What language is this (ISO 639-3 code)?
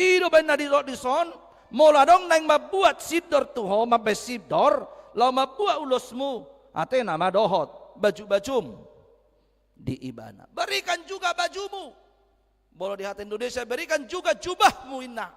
bbc